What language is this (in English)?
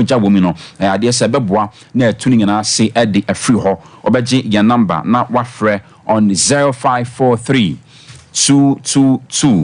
Akan